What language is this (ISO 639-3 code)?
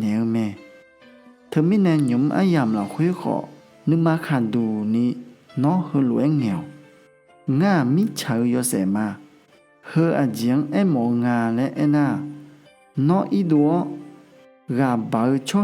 ahk